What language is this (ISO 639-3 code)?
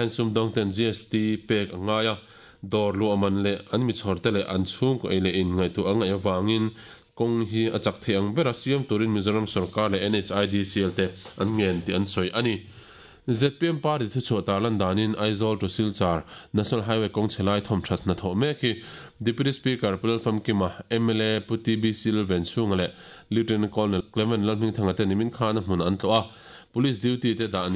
lus